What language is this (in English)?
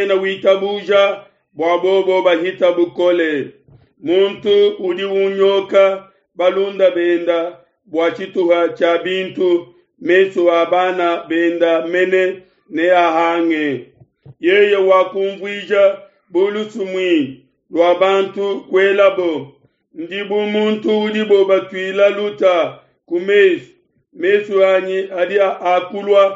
Luba-Lulua